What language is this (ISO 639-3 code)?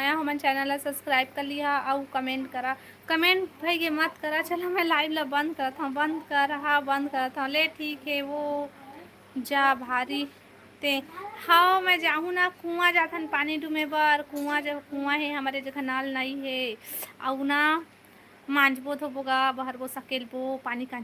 hne